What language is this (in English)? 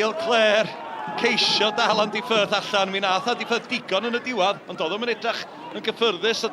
Welsh